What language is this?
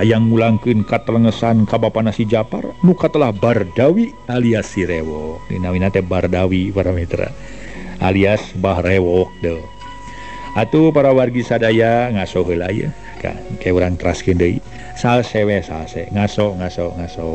Sundanese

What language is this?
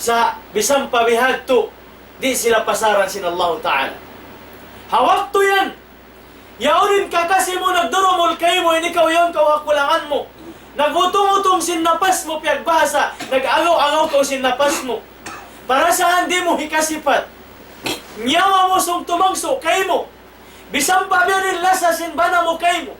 Tausug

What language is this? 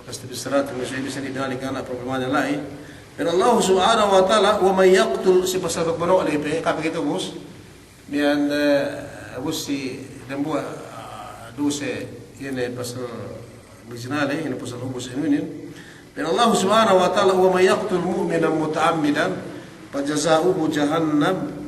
Yakan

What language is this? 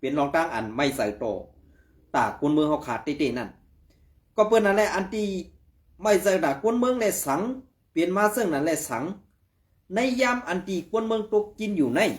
Shan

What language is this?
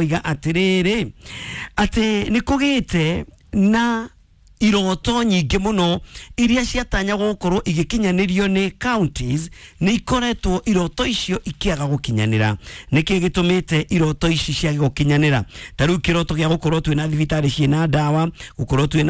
Kikuyu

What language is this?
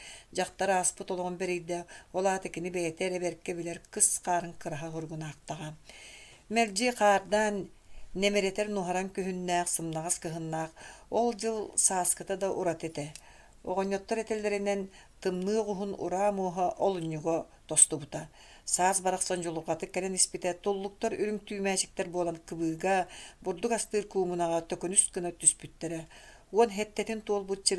Yakut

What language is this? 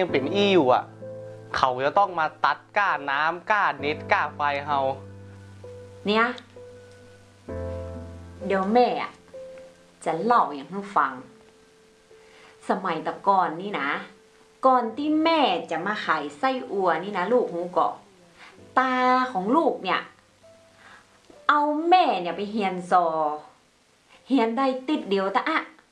Thai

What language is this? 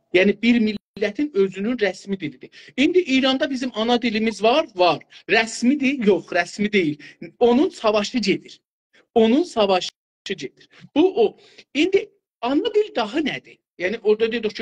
South Azerbaijani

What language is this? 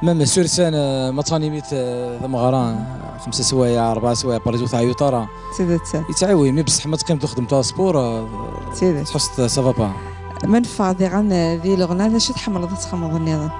Kabyle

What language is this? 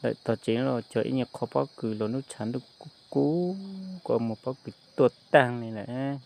Hmong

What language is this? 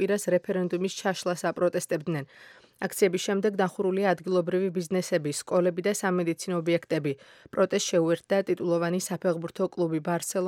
Georgian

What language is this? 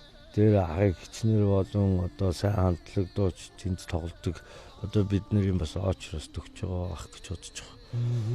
Mongolian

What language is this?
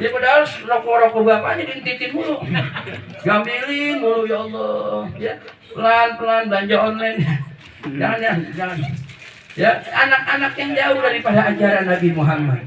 Betawi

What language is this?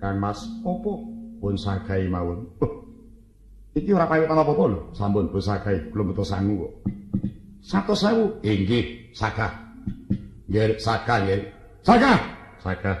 Javanese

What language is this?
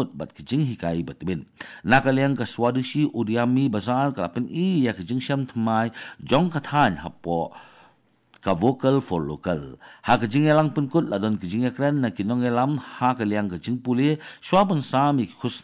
Khasi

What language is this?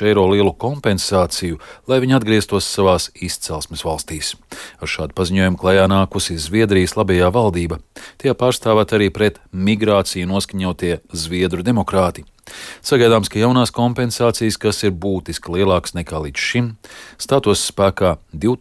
Latvian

